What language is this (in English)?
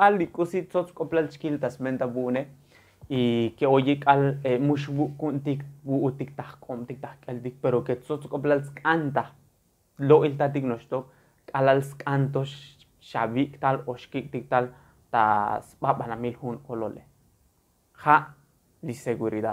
Tzotzil